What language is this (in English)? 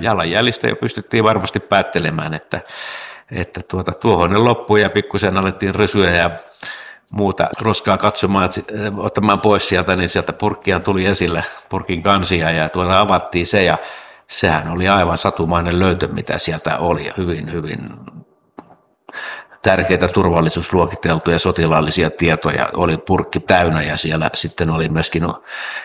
Finnish